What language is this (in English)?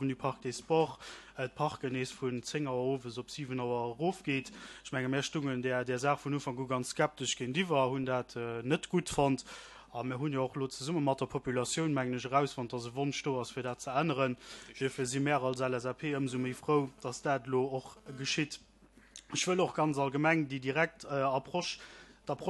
Luxembourgish